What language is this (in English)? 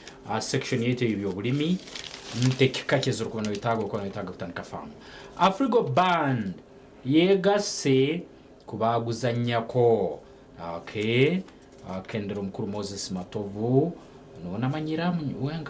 Nyankole